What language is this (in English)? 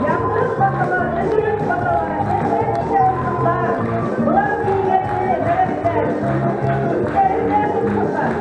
Bashkir